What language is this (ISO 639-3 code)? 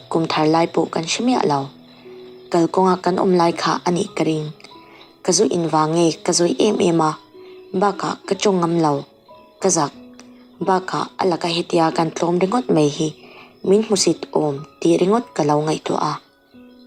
lus